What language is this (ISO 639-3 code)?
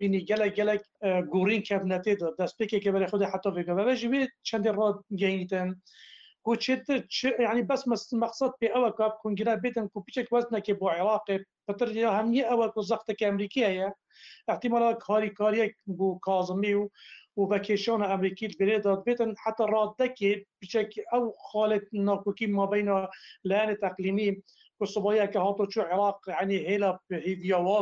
kur